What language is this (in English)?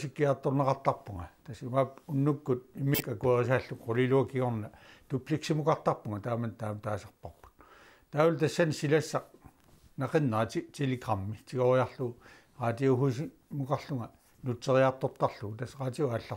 Kalaallisut